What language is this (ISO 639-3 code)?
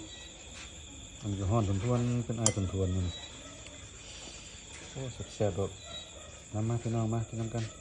lao